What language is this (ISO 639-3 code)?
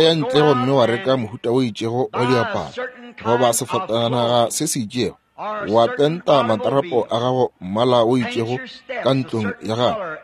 nso